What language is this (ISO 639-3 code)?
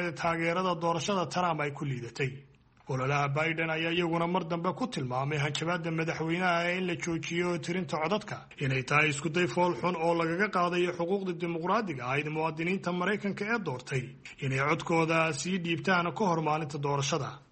som